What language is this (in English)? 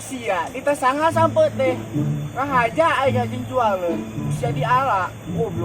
Sundanese